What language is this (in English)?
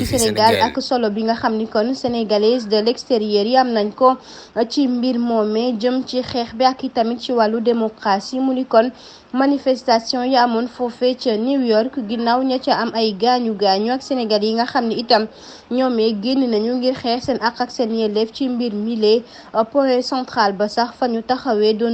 Wolof